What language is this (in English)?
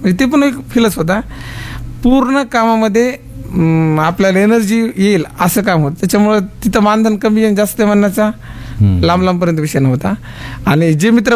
Marathi